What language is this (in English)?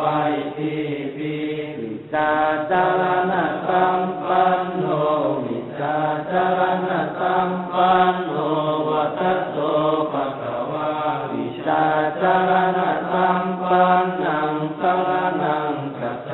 Pali